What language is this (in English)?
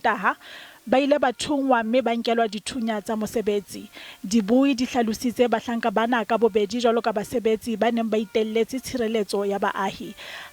Southern Sotho